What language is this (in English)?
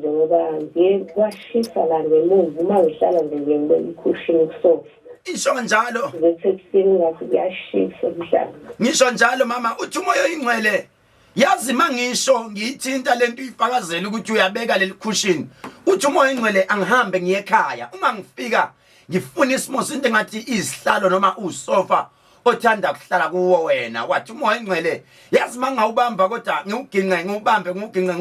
Zulu